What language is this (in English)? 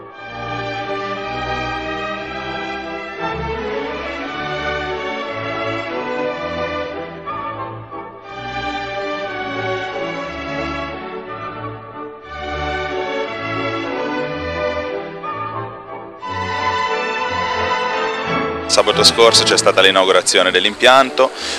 Italian